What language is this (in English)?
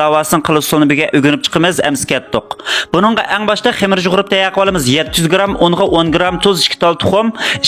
Uyghur